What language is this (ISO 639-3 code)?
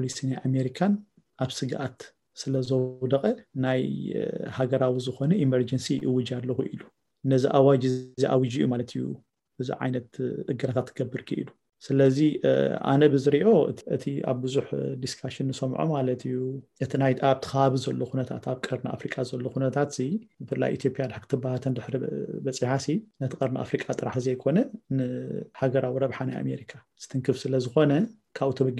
tir